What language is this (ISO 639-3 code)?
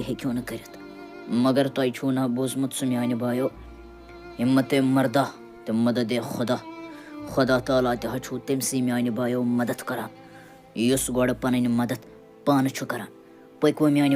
kas